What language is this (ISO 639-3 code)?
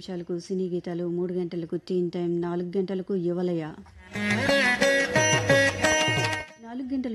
tel